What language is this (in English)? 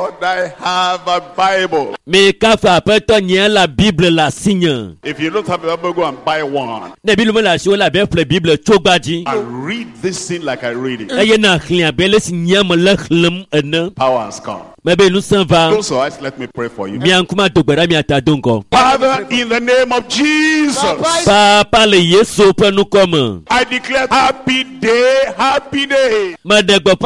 Ewe